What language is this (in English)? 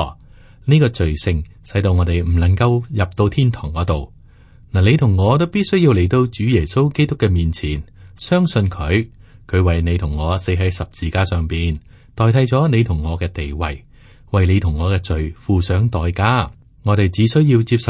Cantonese